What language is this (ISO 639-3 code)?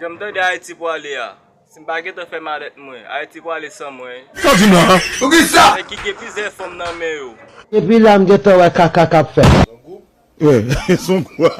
hat